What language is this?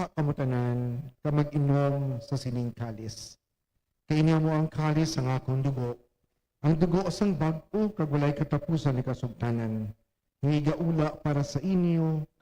Hiligaynon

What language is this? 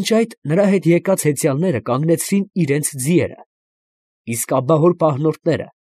Armenian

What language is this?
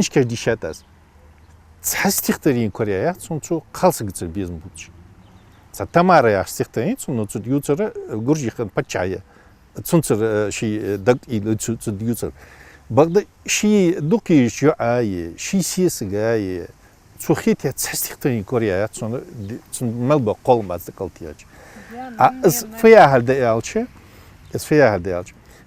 Ingush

